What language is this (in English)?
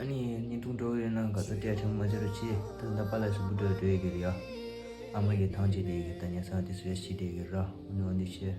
Tibetan